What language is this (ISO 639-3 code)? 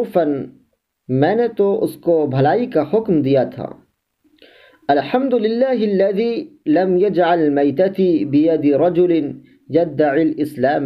urd